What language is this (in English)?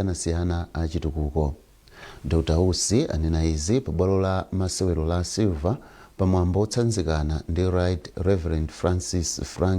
Nyanja